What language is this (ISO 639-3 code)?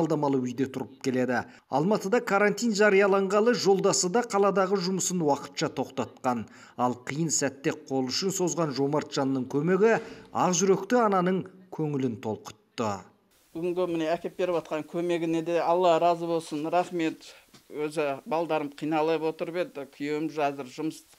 kaz